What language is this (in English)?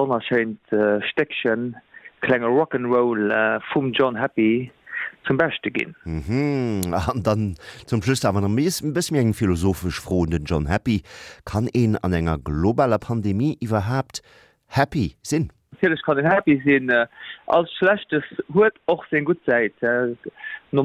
Luxembourgish